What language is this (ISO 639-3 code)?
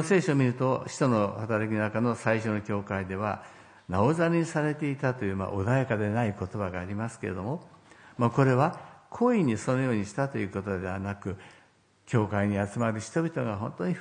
jpn